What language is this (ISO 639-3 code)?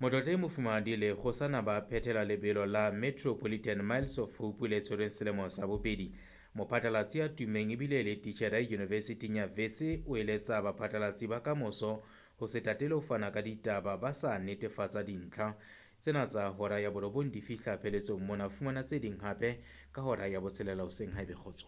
sot